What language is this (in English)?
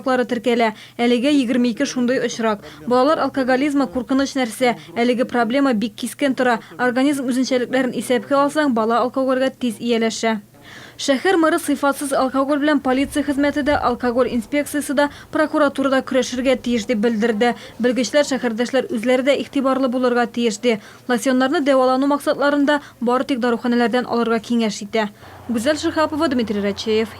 Tatar